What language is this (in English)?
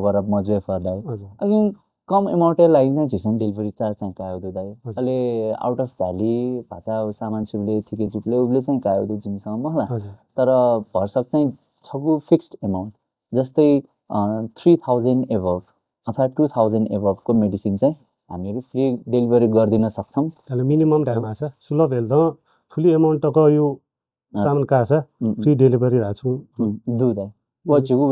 Newari